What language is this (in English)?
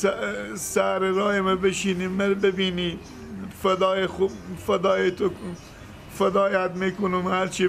Persian